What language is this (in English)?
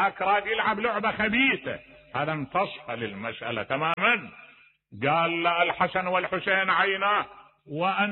Mesopotamian Arabic